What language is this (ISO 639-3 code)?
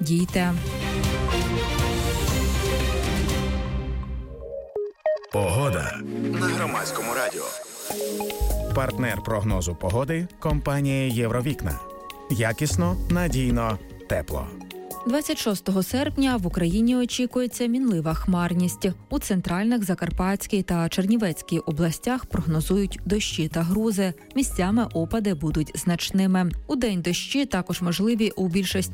ukr